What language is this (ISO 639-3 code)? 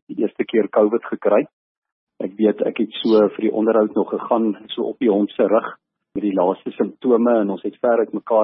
afr